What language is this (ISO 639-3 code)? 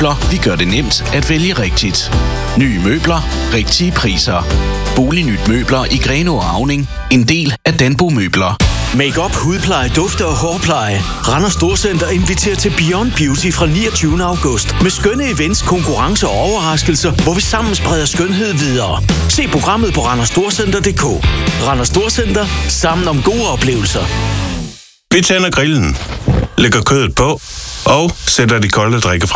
dan